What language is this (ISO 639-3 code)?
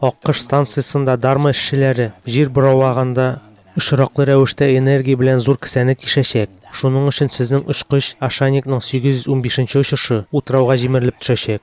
tat